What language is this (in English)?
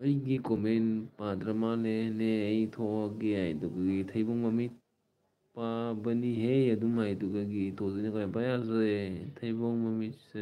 Manipuri